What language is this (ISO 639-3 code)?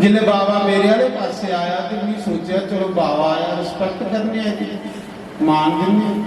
doi